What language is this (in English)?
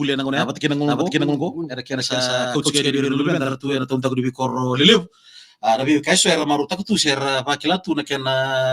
Fijian